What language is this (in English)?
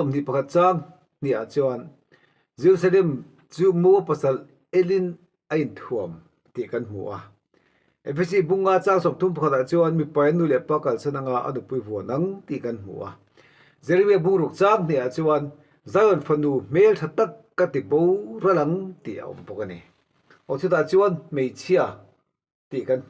Mizo